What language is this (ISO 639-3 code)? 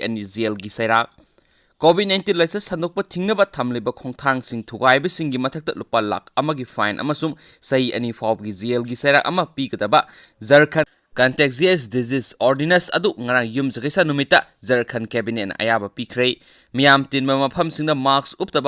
mni